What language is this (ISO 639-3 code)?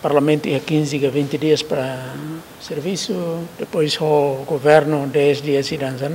tet